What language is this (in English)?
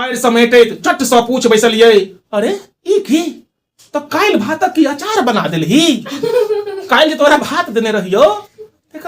Maithili